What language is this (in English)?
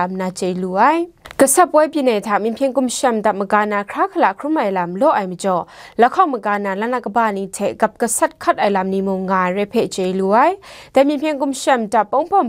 Kachin